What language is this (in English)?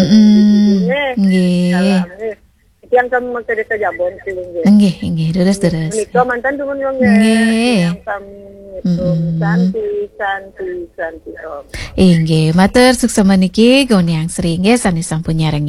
Balinese